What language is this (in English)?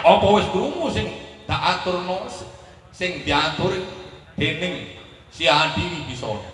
Javanese